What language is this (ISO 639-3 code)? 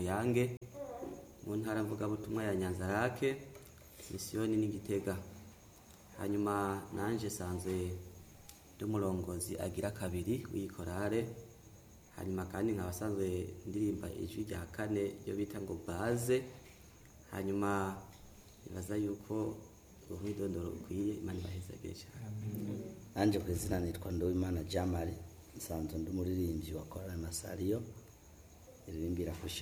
run